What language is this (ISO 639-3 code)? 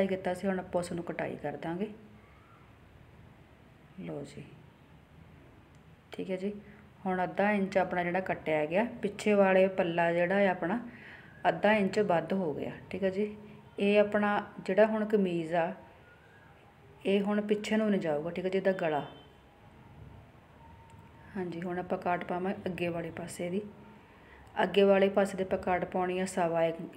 pan